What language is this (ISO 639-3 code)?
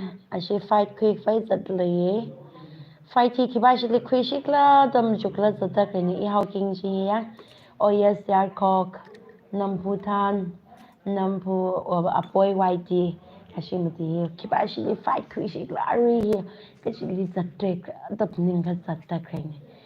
nmf